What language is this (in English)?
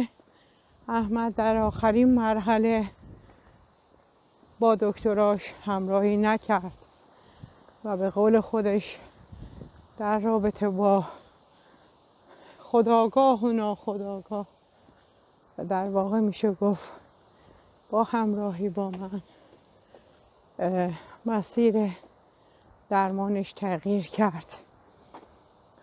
Persian